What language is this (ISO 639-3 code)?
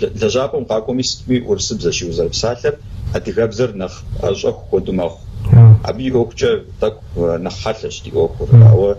kbd